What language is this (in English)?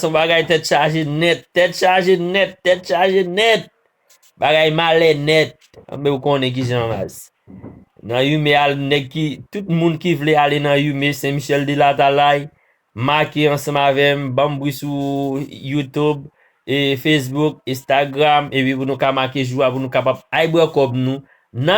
Haitian Creole